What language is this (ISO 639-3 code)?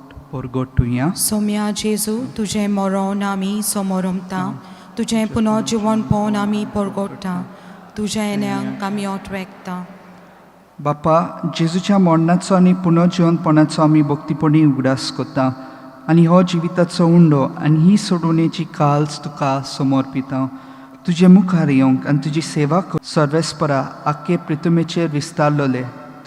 kok